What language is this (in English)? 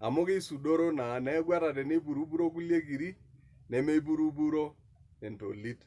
Masai